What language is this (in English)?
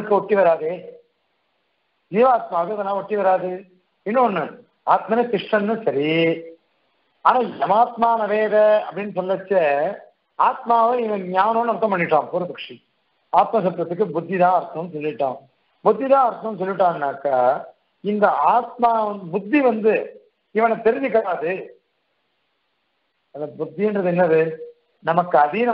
Tamil